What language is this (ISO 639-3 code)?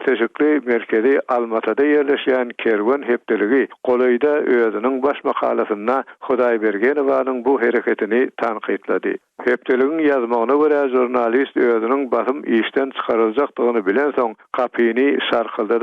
tuk